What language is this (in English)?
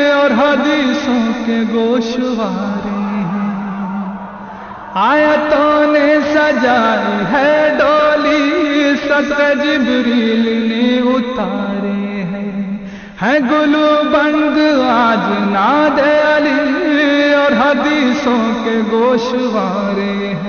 Urdu